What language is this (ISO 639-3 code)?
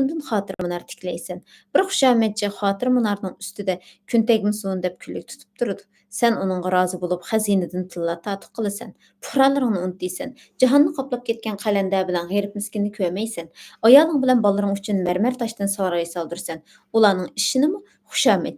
uig